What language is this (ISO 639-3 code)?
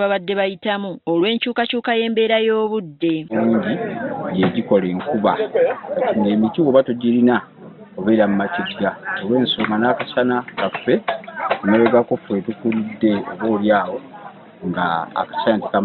lug